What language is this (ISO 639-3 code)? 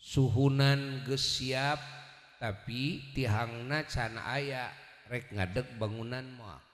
sun